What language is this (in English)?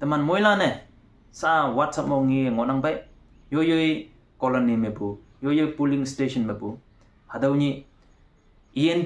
Konyak Naga